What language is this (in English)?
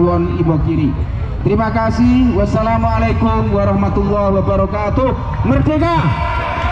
Indonesian